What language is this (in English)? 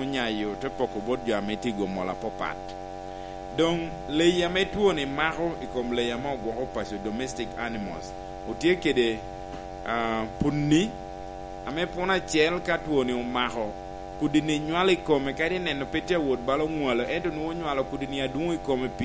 Lango (Uganda)